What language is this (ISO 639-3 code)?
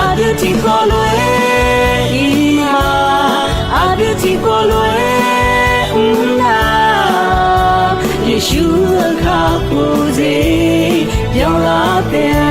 ahk